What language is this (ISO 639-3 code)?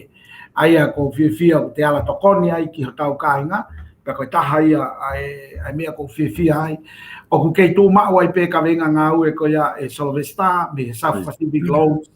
ton